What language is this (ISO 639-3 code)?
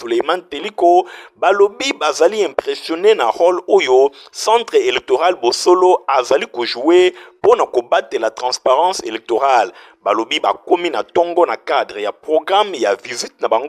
lin